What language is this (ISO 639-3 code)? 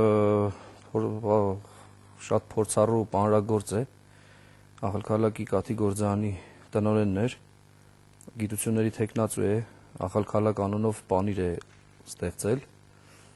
hye